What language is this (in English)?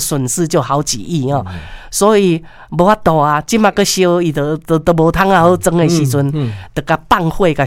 Min Nan Chinese